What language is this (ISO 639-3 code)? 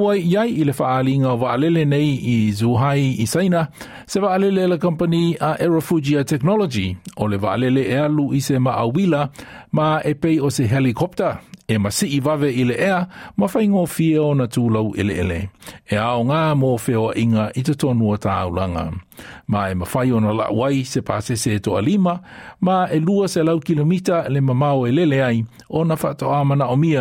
smo